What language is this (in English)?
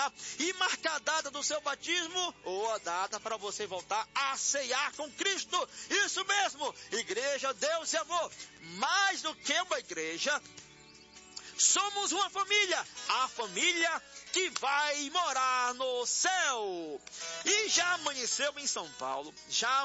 Portuguese